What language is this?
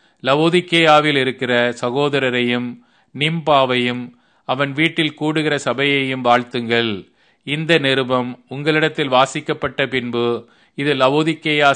Tamil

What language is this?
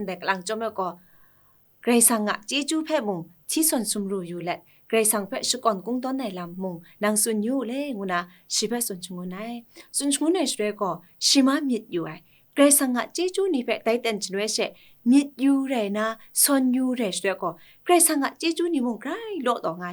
Kachin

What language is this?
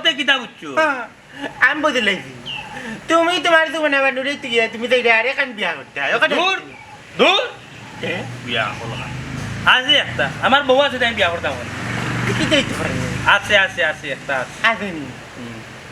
Sylheti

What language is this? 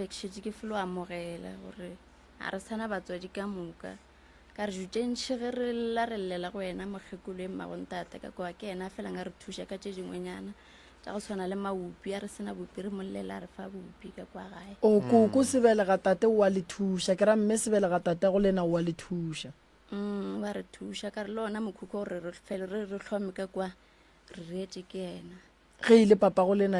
Northern Sotho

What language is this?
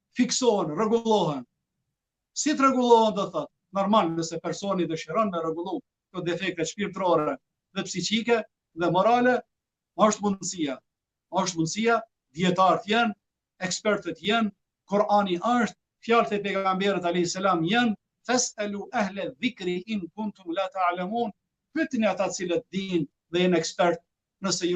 Albanian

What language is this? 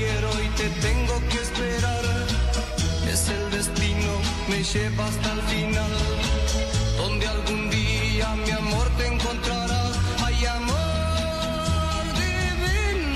Spanish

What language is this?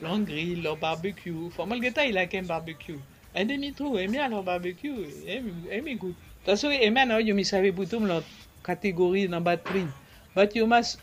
Bislama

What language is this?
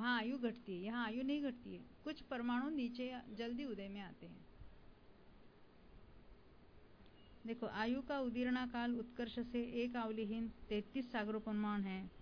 Hindi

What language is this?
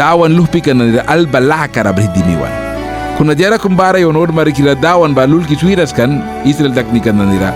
Mískito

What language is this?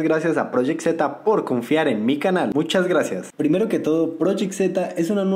Spanish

